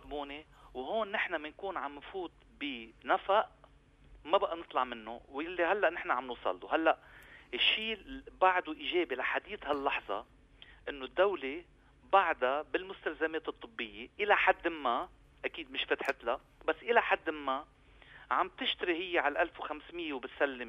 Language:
North Levantine Arabic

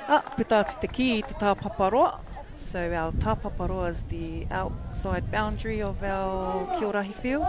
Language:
Māori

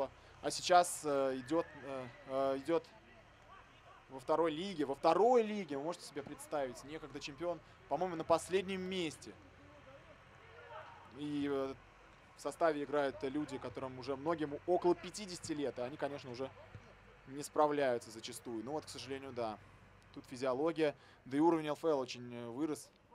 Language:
Russian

